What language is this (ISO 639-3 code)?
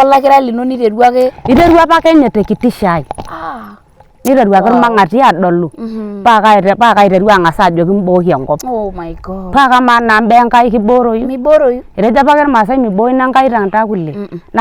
mas